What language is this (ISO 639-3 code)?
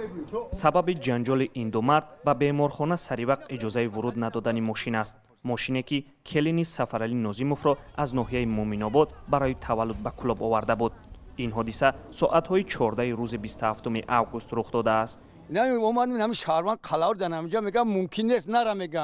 tgk